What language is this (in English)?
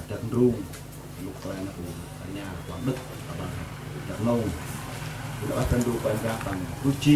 Central Mnong